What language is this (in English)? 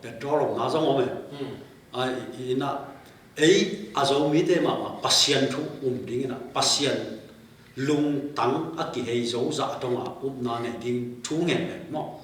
Tedim Chin